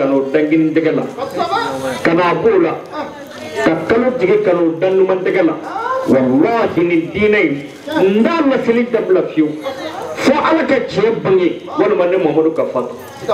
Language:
Bambara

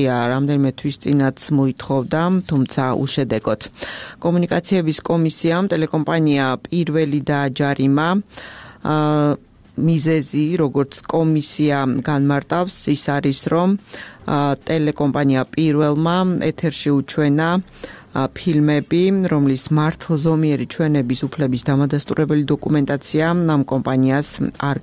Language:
Georgian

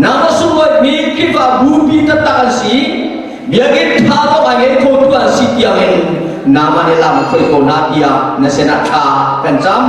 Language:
Falam Chin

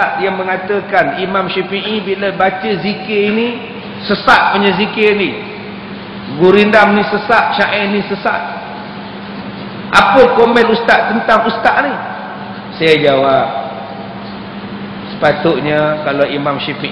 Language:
Malay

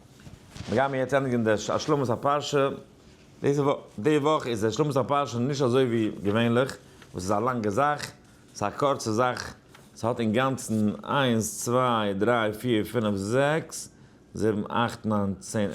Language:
Yiddish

